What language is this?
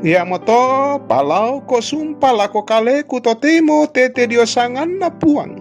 Toraja-Sa'dan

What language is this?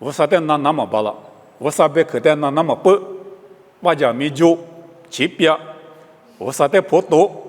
Lisu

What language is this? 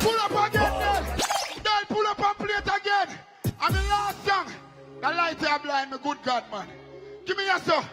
Jamaican Creole English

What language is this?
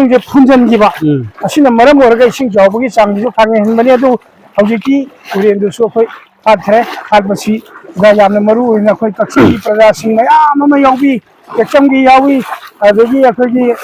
Manipuri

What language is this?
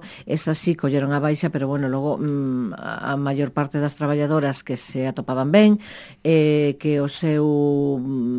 Galician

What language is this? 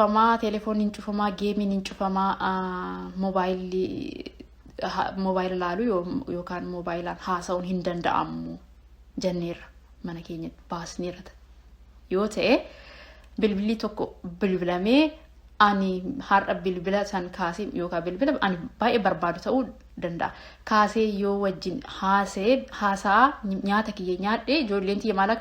Oromo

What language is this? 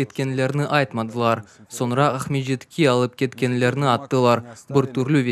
Crimean Tatar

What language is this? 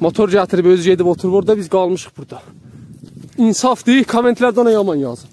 South Azerbaijani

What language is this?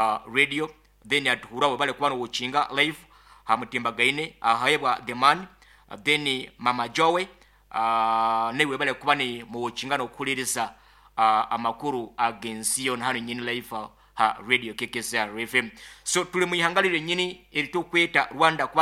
Nyoro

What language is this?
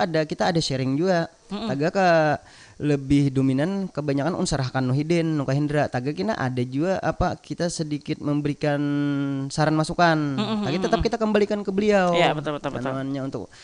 Banjar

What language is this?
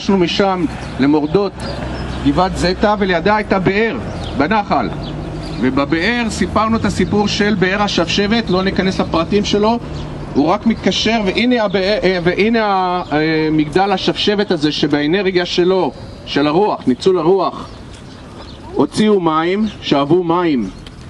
Hebrew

